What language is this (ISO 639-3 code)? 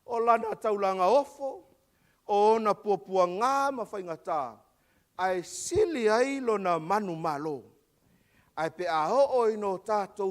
smo